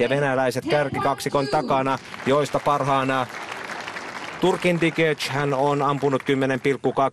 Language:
Finnish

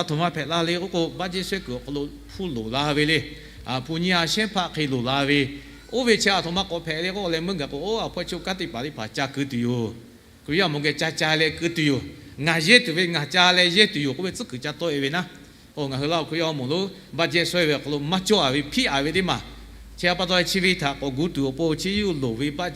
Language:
Lahu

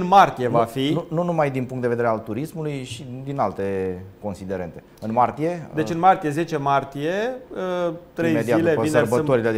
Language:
Romanian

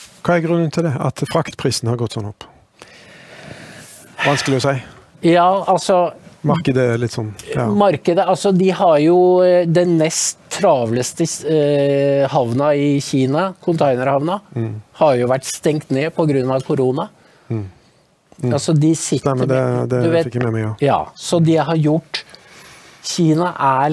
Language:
Norwegian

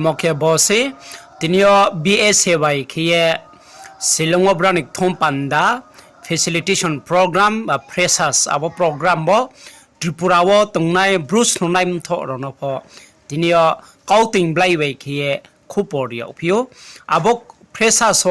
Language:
Riang (India)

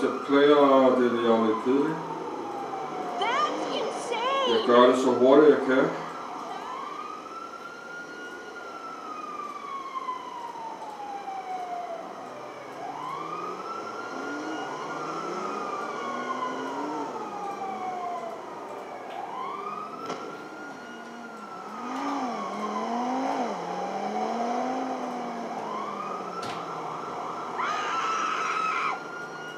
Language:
Danish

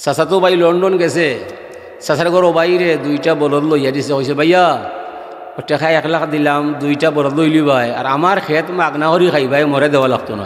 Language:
Sylheti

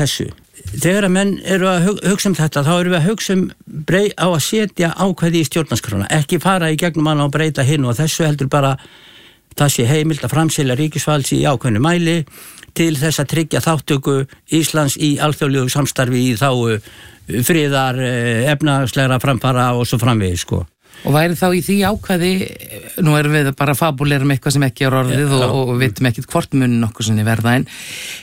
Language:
Icelandic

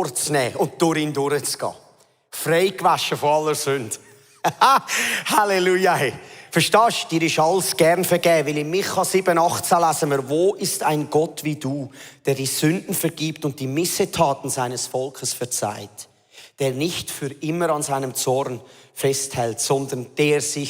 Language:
Swiss German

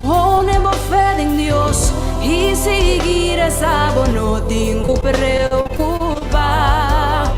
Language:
Papiamento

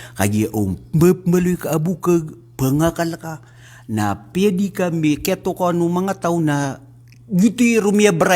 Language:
Maranao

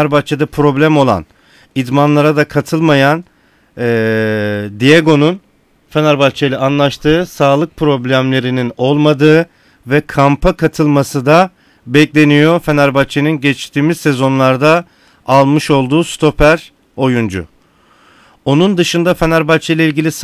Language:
Turkish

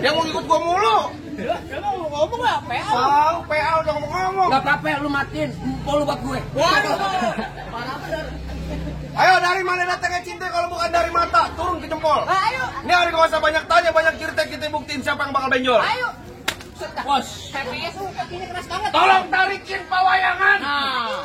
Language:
Betawi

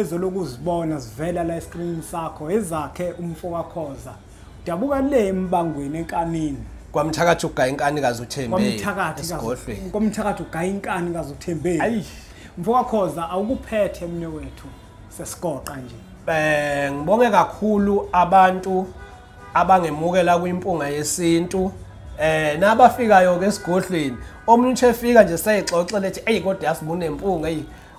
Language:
Zulu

